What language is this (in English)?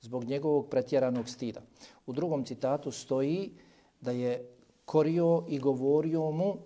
Bosnian